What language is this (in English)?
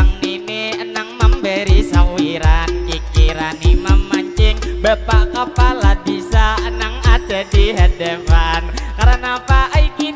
Banjar